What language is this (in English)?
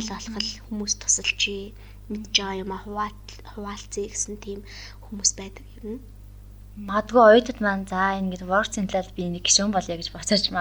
Mongolian